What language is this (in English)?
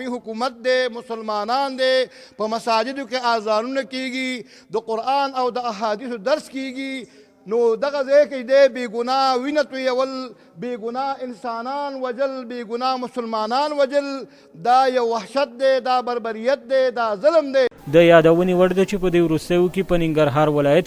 Pashto